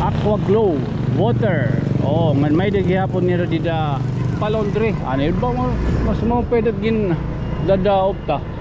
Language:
Waray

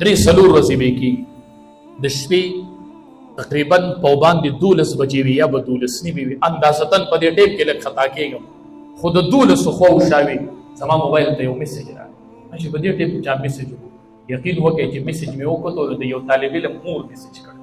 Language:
Pashto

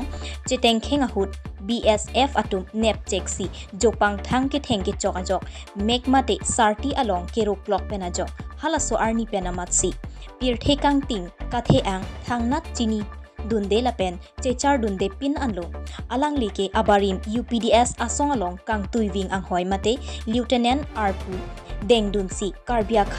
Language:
Karbi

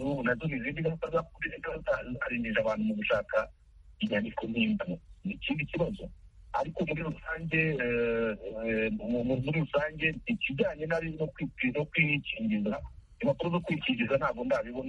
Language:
Kinyarwanda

